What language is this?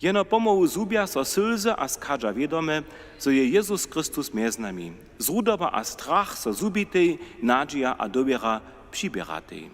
Upper Sorbian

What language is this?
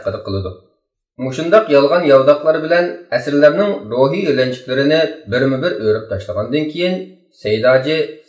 Uyghur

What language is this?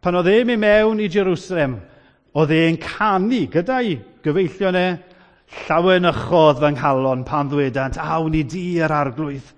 Welsh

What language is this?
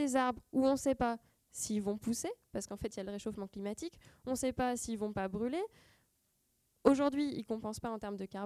French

